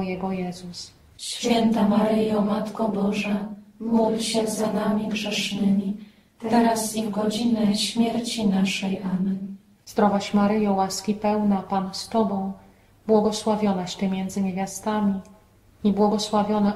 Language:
Polish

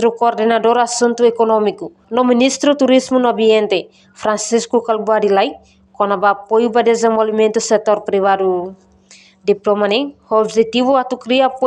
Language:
Tetum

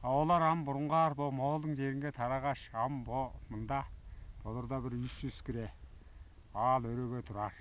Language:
Tuvinian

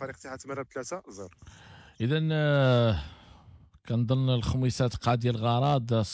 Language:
Moroccan Arabic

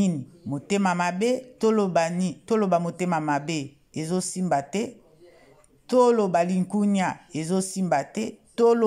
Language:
Lingala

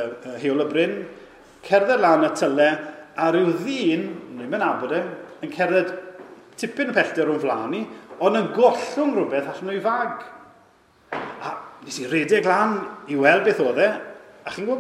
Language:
Welsh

